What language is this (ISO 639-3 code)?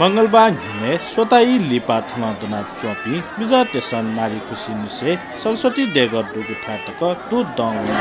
new